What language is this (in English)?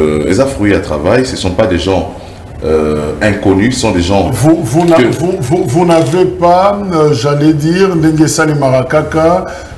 French